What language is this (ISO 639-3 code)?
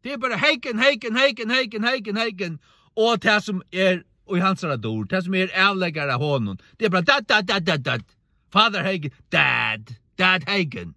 fao